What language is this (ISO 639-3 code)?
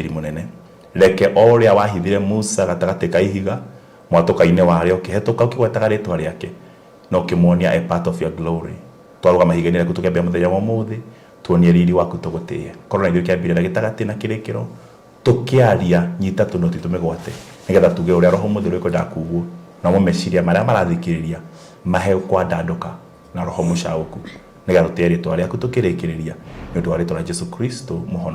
kik